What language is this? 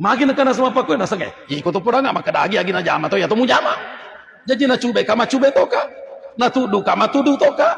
Buginese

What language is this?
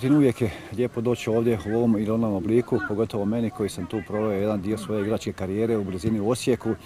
Croatian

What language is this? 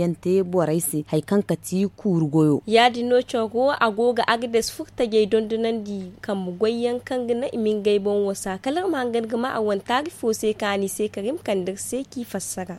Zarma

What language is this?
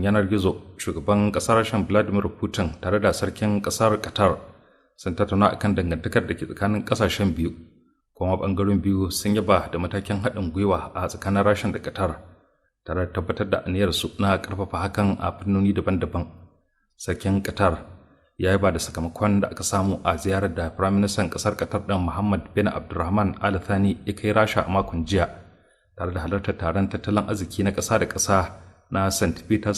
Hausa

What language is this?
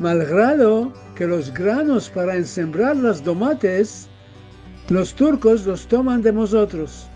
Ladino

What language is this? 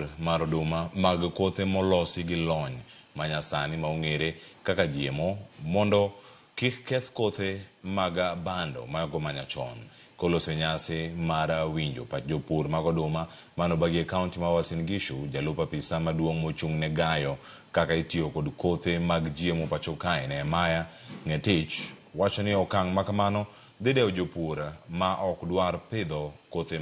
Luo (Kenya and Tanzania)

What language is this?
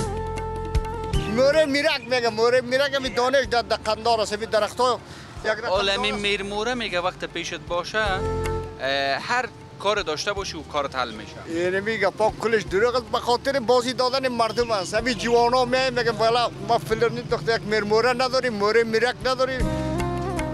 Persian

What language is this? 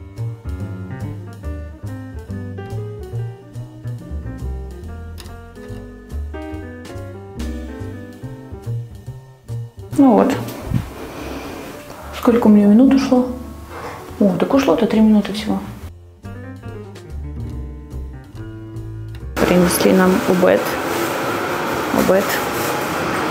Russian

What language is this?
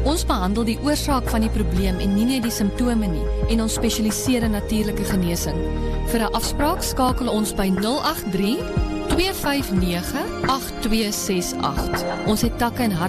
Afrikaans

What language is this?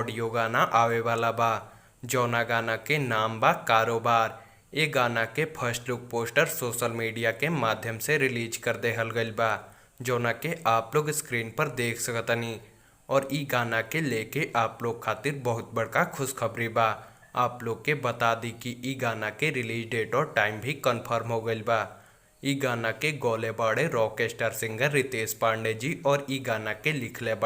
Bhojpuri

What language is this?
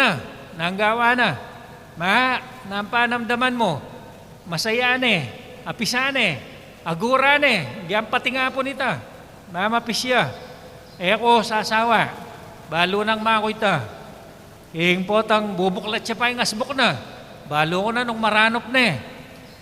Pampanga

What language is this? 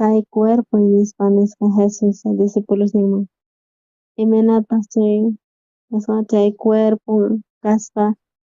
South Bolivian Quechua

